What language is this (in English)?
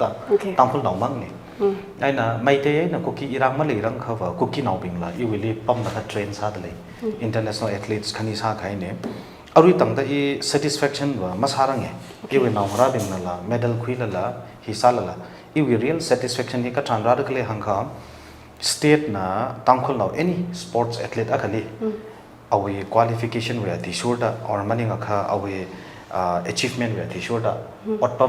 Tangkhul Naga (India)